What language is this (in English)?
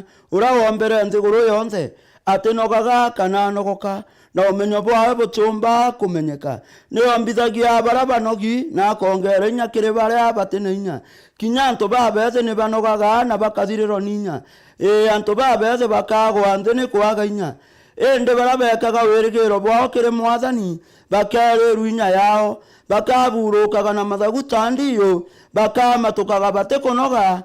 Meru